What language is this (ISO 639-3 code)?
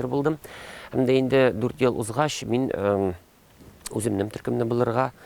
tat